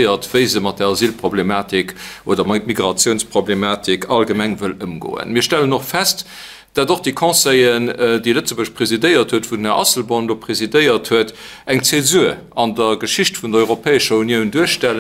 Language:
Luxembourgish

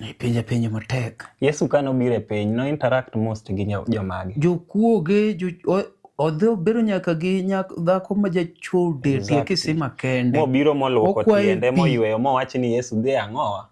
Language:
Luo (Kenya and Tanzania)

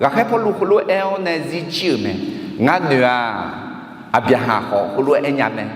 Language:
Akha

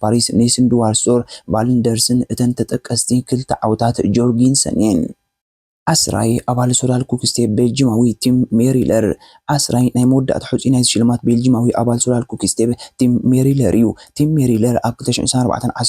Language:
Tigrinya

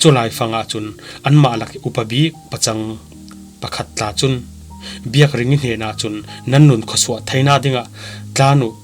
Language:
Falam Chin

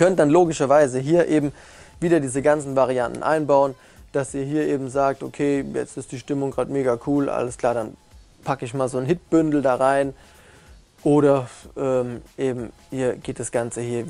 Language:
German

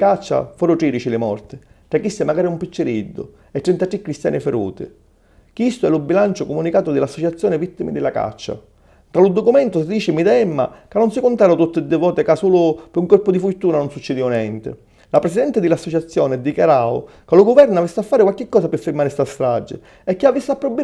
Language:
Sicilian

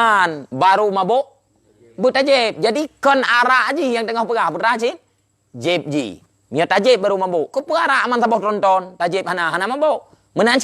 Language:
Achinese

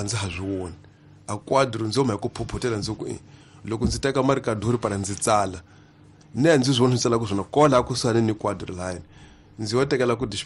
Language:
Tsonga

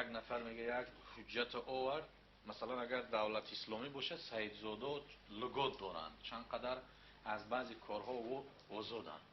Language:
Tajik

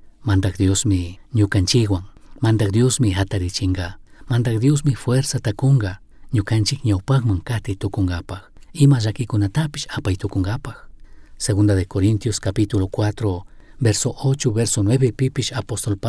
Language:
Chimborazo Highland Quichua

